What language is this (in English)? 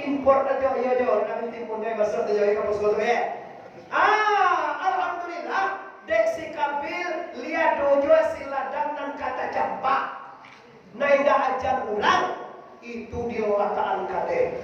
Minangkabau